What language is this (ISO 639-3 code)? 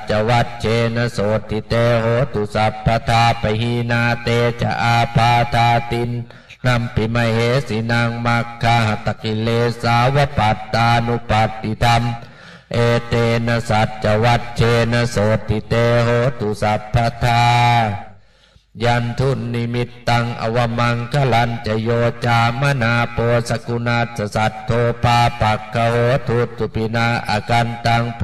pli